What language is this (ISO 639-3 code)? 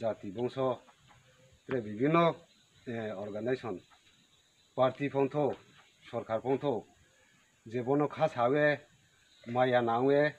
ria